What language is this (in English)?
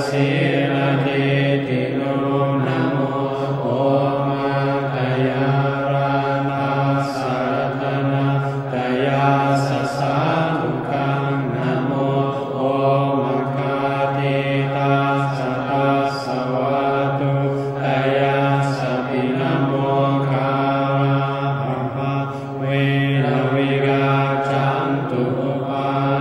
Pali